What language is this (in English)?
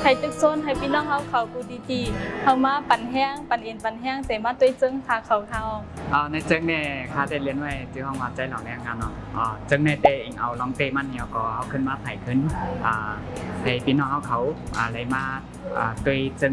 Shan